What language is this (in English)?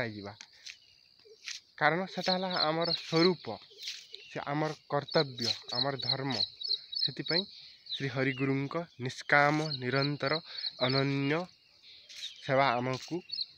Odia